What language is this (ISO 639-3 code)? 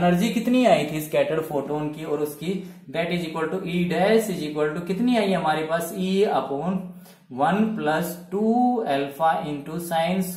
hin